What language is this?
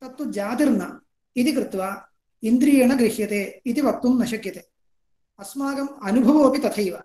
Sanskrit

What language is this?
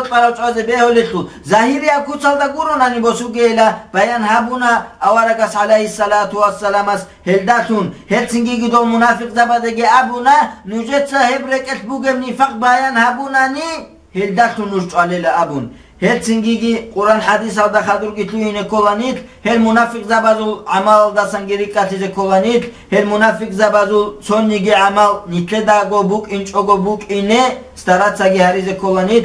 Avaric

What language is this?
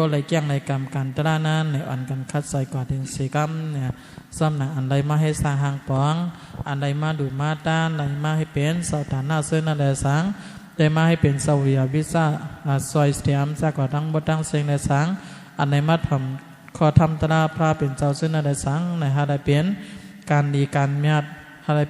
Shan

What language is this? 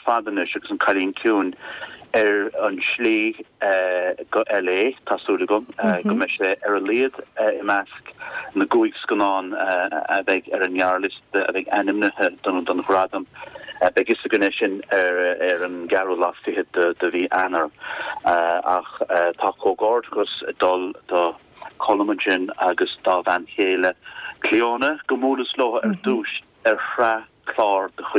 Irish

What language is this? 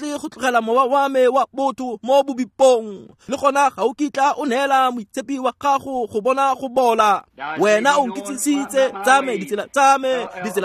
Tswana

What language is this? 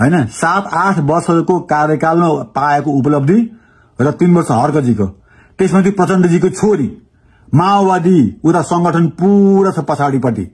Nepali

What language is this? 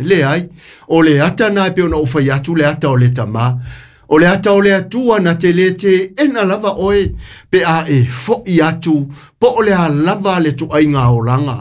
Samoan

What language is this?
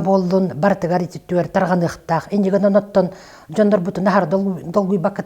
Yakut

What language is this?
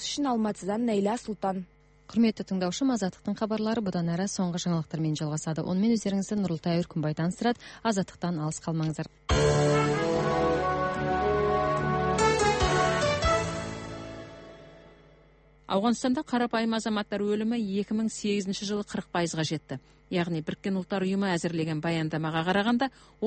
Kazakh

